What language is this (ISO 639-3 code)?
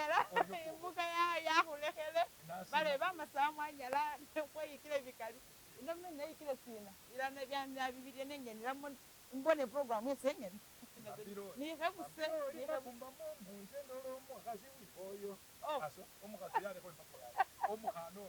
myx